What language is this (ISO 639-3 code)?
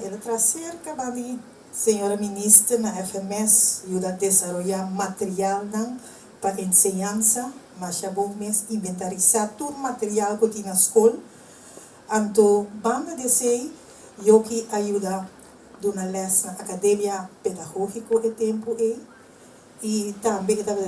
pap